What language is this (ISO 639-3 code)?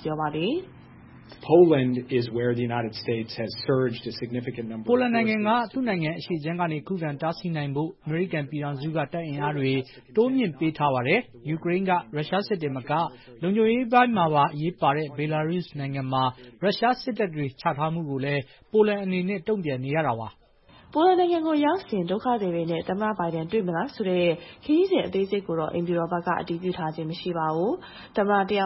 mya